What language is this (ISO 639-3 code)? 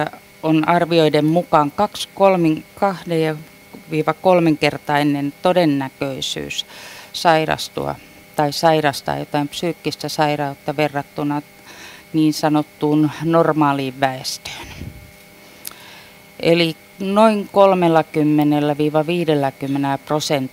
fin